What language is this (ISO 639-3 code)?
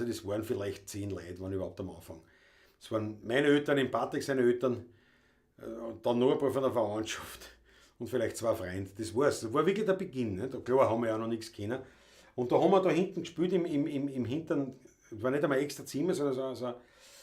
bar